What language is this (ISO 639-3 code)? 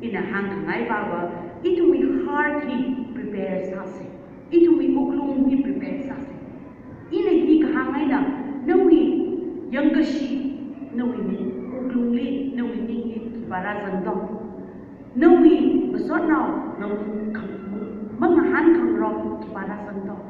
nmf